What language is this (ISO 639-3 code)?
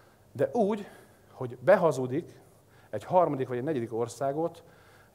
hun